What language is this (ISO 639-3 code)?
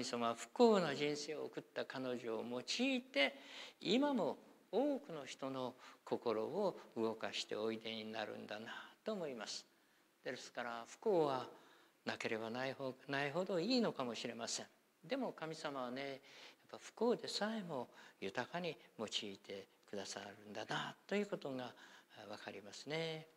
jpn